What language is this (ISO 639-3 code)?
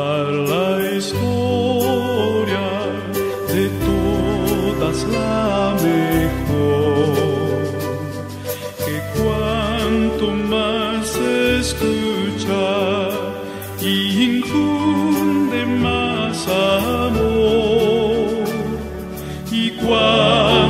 spa